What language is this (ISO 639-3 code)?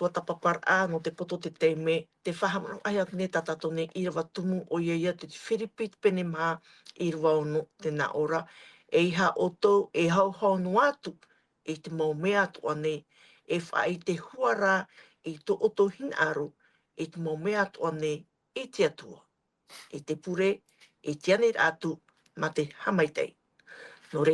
tah